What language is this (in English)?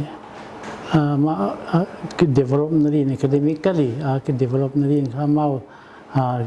Paite Chin